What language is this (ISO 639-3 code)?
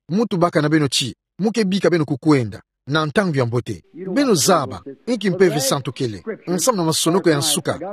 ktu